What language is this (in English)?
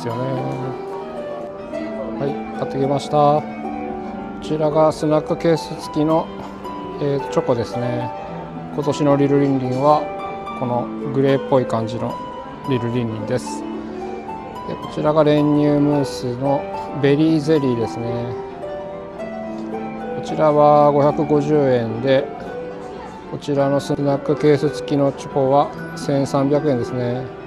Japanese